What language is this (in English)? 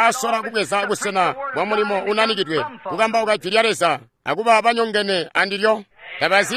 Tonga (Zambia)